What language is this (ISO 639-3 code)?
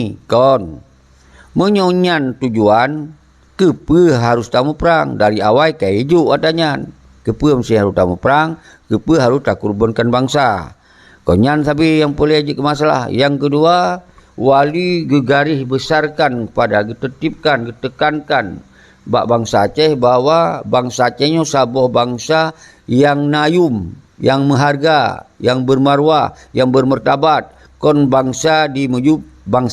ace